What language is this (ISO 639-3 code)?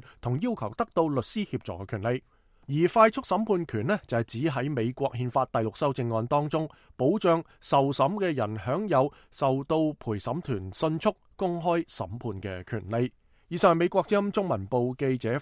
yue